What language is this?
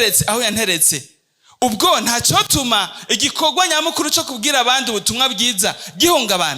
Rundi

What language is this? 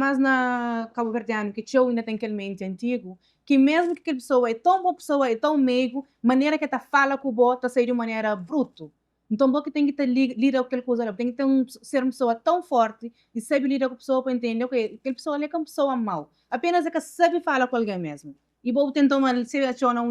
Kabuverdianu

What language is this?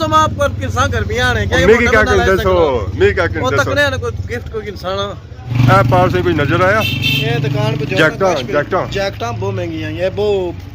Pahari-Potwari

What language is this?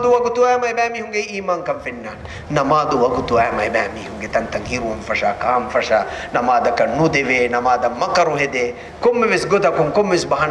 Divehi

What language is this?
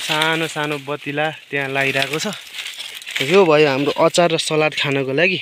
Nepali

